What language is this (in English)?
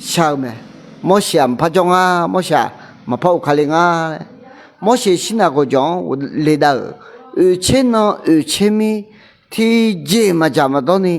Akha